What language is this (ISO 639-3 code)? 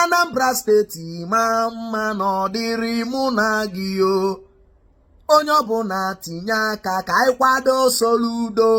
ibo